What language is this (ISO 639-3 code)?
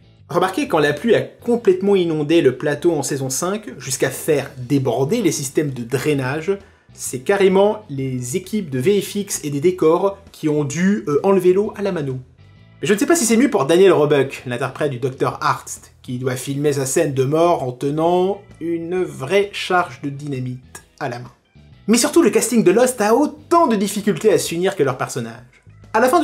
fra